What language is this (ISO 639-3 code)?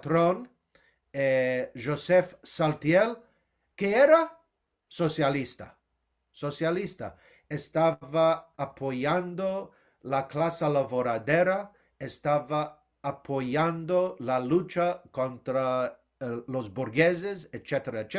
lad